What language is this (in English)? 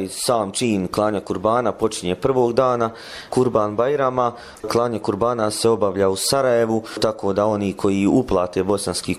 Bosnian